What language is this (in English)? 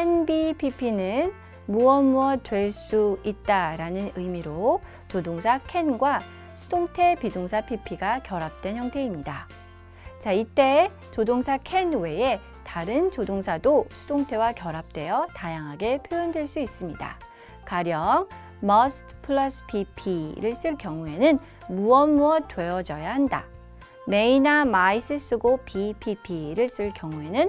Korean